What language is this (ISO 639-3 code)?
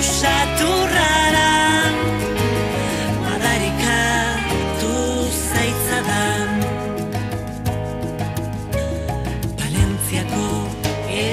eus